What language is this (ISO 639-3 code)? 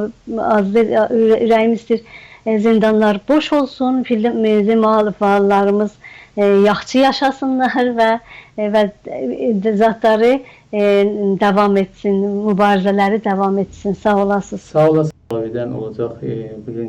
azb